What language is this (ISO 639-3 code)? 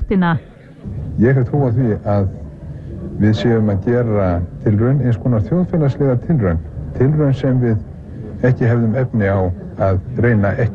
isl